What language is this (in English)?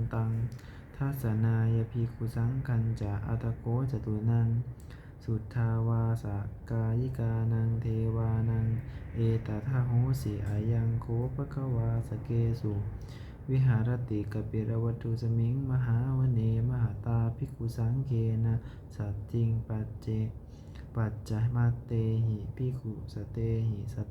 Pali